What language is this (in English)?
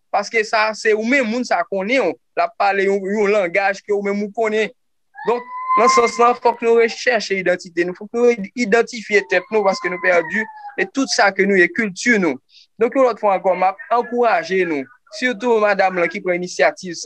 Haitian Creole